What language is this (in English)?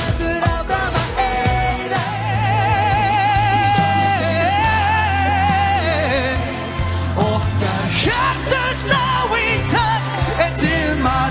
Icelandic